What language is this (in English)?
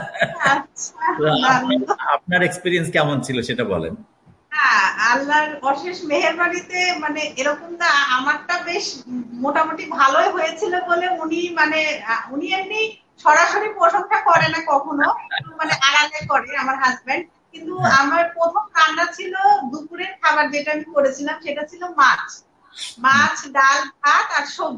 Bangla